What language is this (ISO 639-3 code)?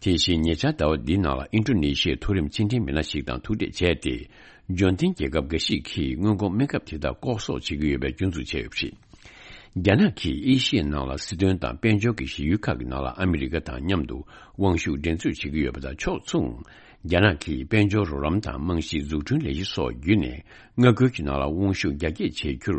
bod